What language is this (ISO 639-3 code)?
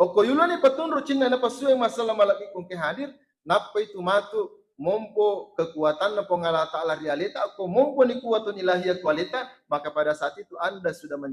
bug